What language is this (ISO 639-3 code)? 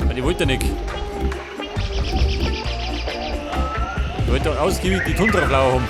bar